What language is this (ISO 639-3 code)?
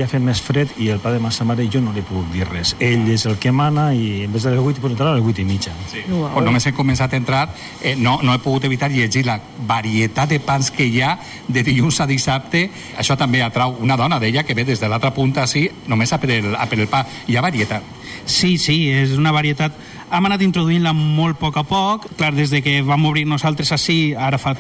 cat